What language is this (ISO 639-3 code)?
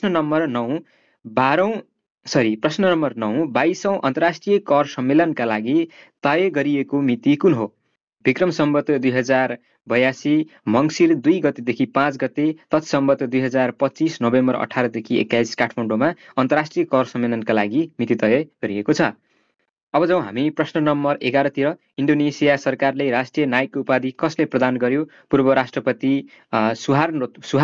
nep